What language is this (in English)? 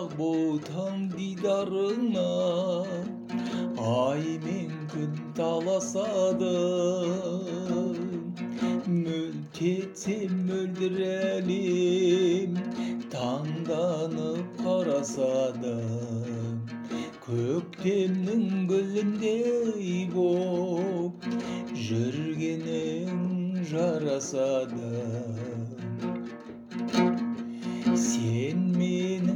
Kazakh